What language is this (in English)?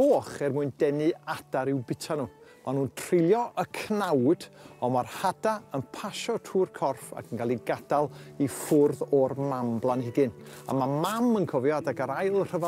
Welsh